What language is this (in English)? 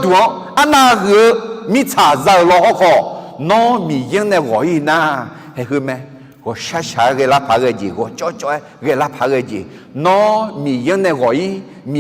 Akha